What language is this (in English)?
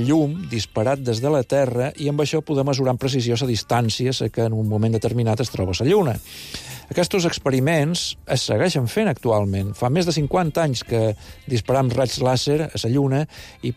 Catalan